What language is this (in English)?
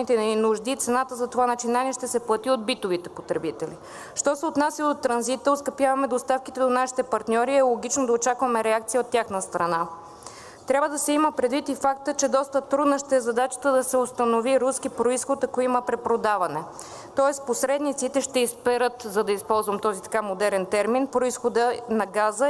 Bulgarian